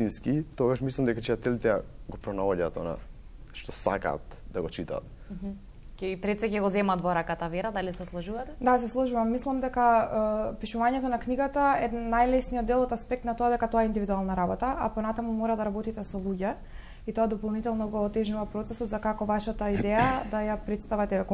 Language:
Macedonian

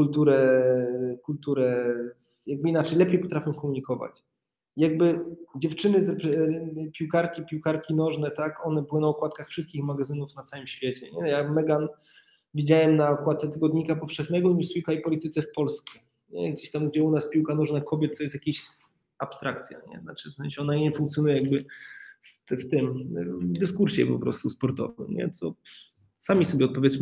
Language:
Polish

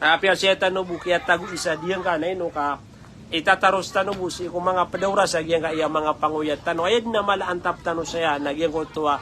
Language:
Maranao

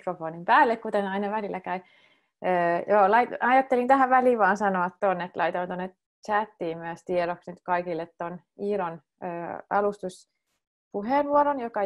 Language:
Finnish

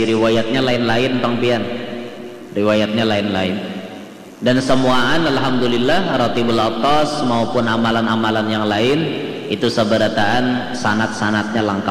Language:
Banjar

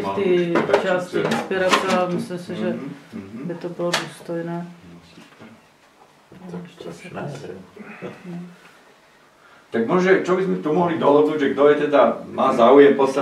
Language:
Slovak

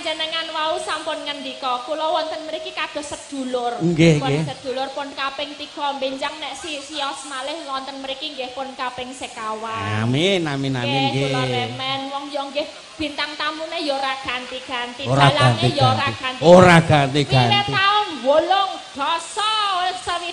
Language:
Javanese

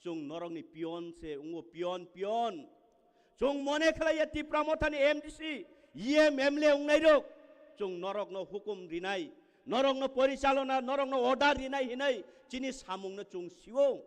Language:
Kok Borok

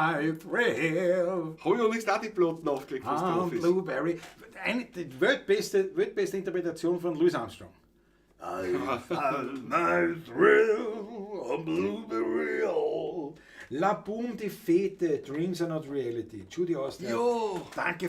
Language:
Bavarian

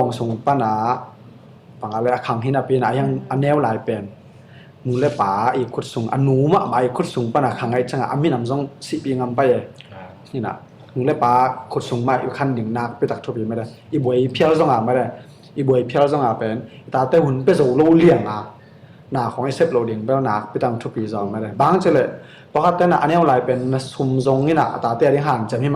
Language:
Tedim Chin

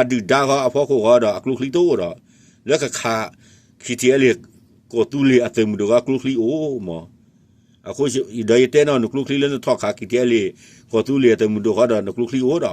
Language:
S'gaw Karen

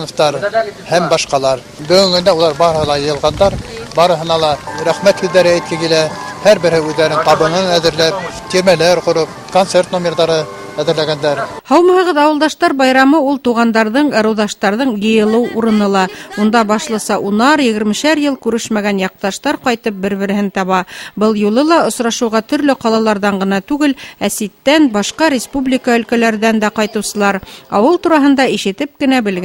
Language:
Bashkir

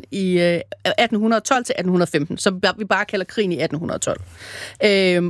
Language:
Danish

